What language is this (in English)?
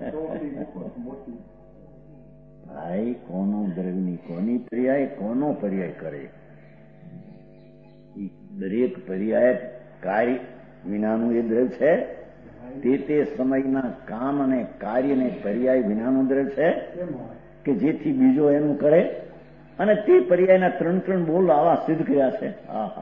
Gujarati